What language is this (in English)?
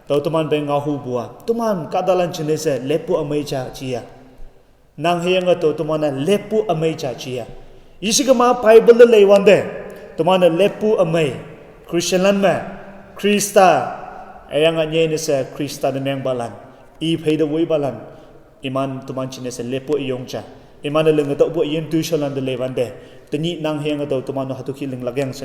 Konyak Naga